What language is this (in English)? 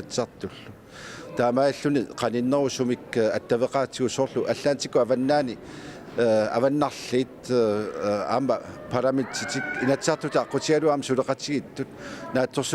Kalaallisut